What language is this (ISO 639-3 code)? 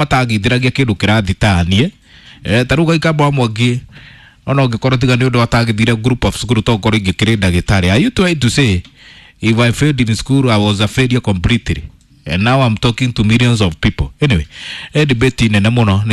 kik